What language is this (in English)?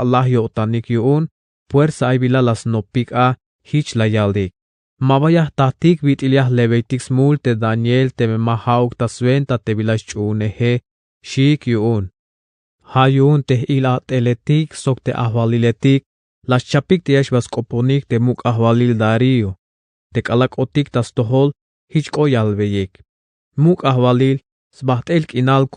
Tzeltal